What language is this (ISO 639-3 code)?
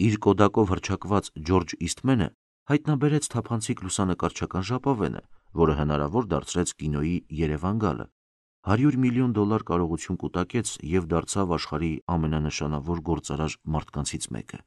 hye